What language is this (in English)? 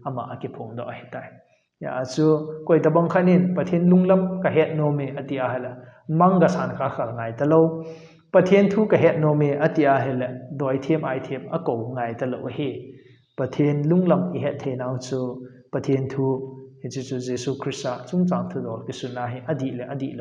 Thado Chin